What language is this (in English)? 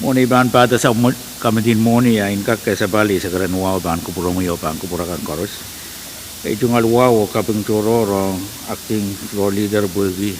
Pohnpeian